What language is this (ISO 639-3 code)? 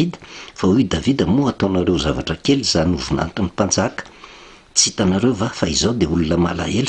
mlg